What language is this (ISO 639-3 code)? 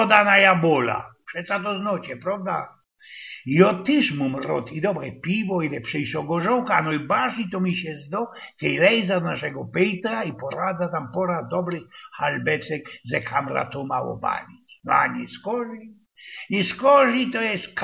szl